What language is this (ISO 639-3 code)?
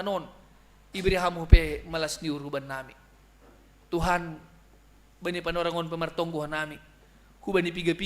bts